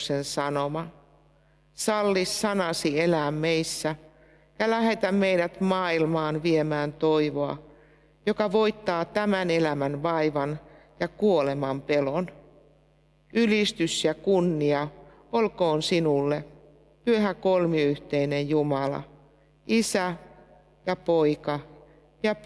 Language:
Finnish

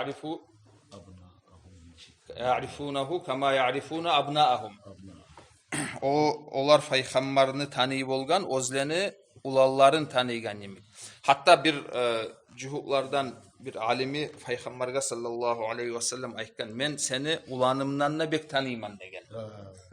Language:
Kumyk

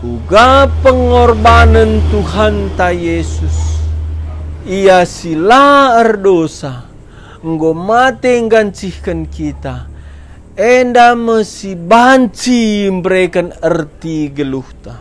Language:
Batak Karo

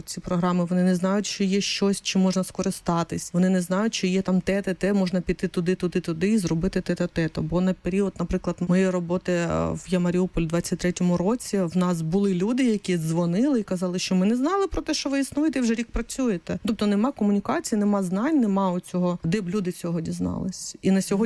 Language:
Ukrainian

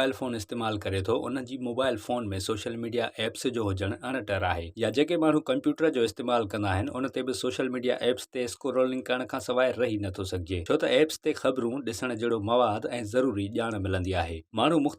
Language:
Sindhi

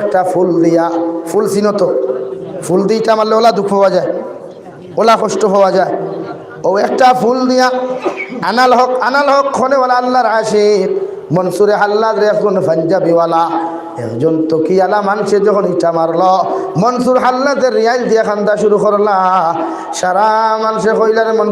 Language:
Sylheti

